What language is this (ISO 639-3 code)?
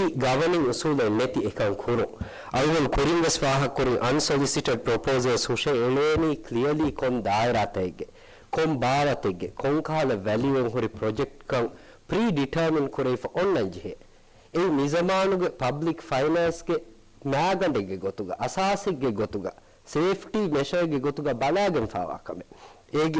div